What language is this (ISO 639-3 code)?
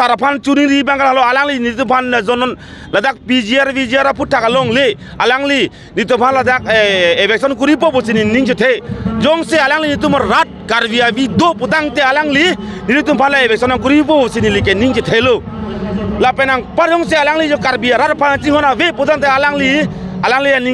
mjw